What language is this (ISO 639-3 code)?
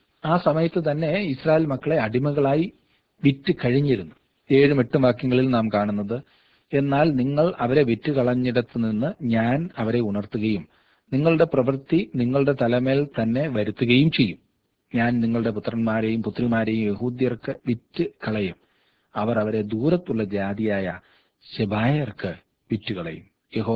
mal